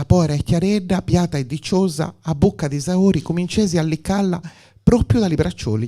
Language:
Gallurese Sardinian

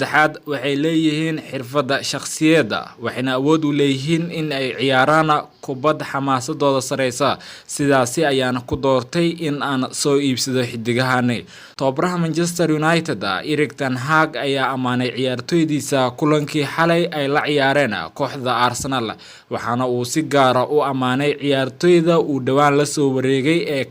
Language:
Somali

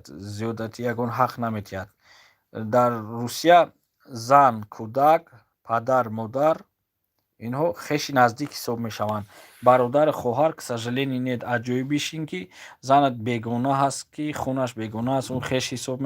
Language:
Tajik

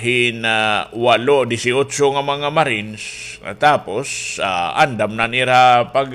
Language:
Waray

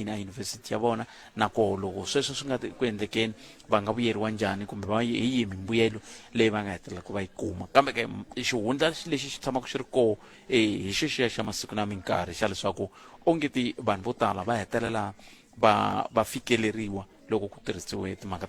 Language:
Tsonga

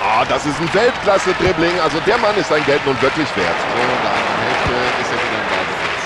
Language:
Bavarian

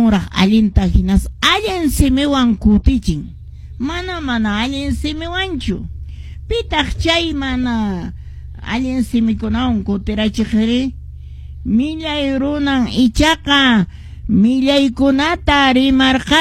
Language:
Quechua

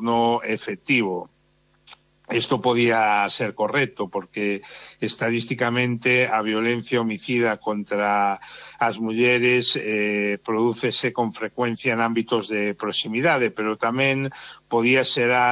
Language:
Galician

